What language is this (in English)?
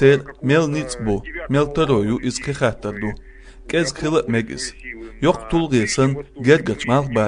Chechen